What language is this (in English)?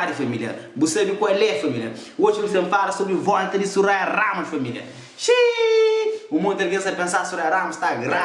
Kabuverdianu